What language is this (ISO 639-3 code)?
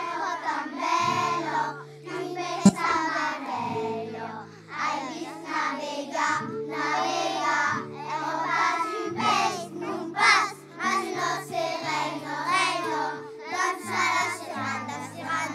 oci